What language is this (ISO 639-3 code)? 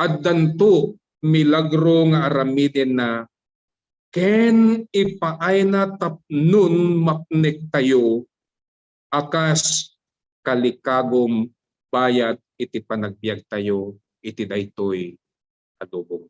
ilo